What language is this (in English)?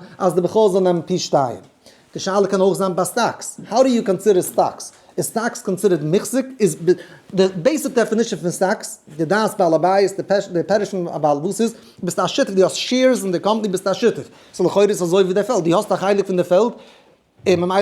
Yiddish